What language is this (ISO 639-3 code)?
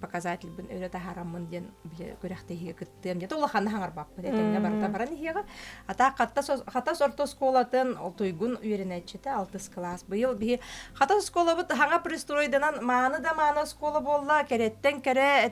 sah